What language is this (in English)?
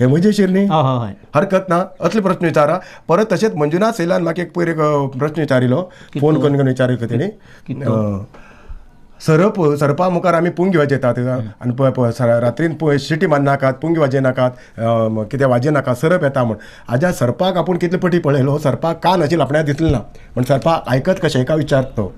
Konkani